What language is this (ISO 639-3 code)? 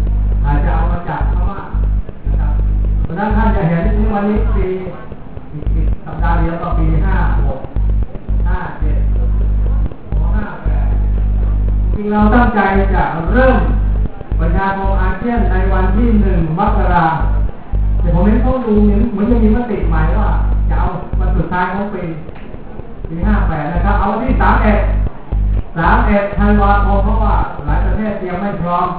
tha